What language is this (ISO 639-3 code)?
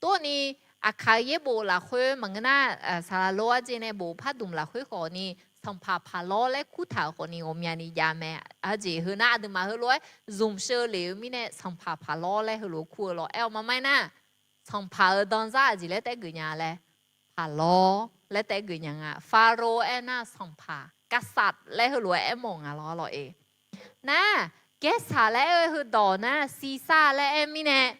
ahk